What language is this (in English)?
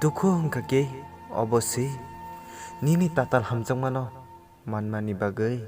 Kok Borok